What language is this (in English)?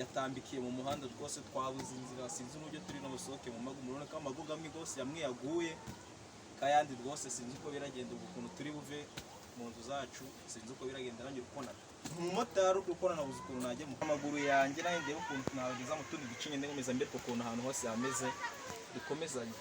Kinyarwanda